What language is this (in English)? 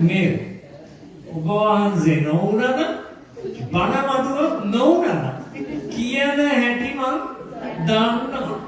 Sinhala